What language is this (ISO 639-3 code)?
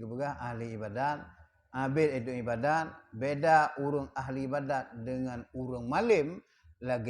ace